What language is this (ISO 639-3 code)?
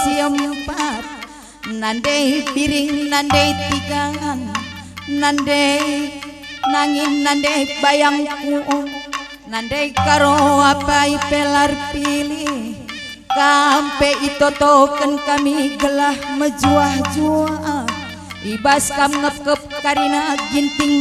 btx